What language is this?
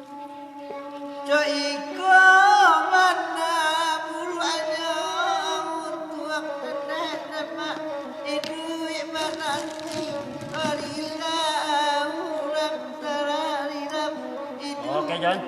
Minangkabau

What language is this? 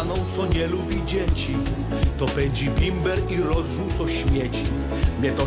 Silesian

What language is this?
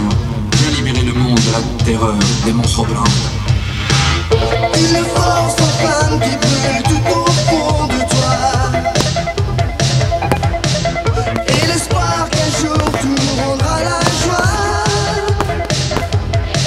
French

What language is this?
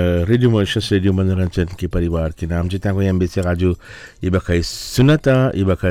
Bhojpuri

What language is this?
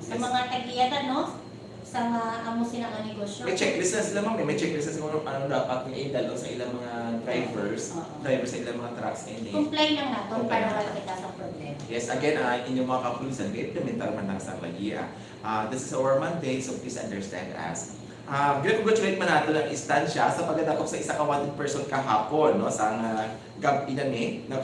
Hiligaynon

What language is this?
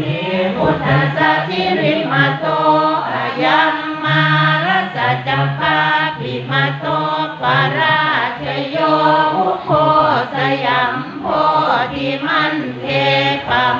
Pali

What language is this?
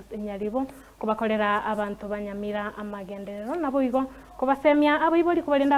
Gusii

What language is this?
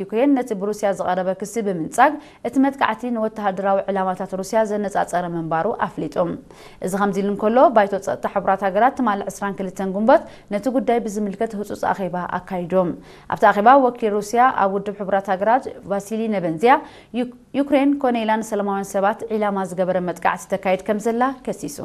Tigrinya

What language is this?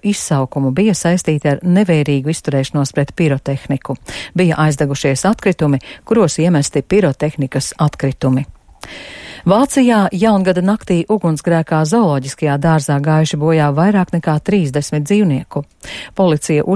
Latvian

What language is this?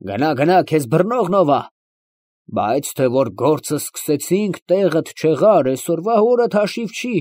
Armenian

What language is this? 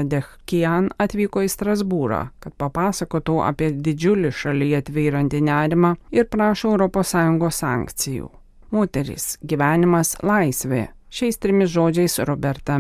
Lithuanian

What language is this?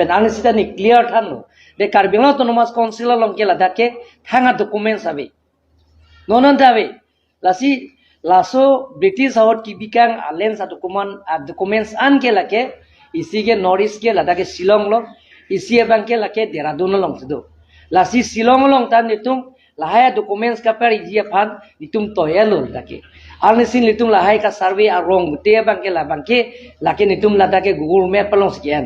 Karbi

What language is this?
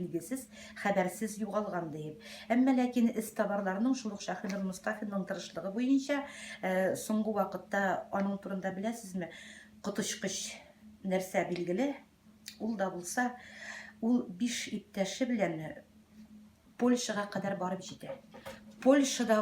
Tatar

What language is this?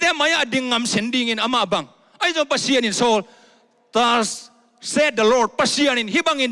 Tedim Chin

